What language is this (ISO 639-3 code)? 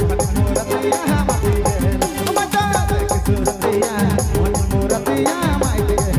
sck